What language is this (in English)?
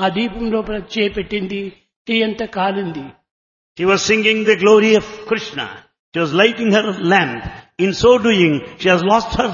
Telugu